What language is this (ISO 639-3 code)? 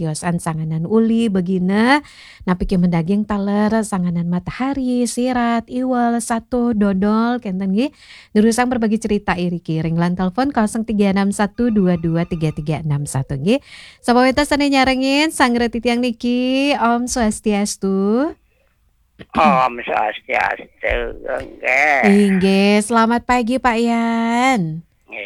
ban